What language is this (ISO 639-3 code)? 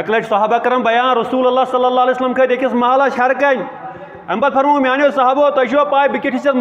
kas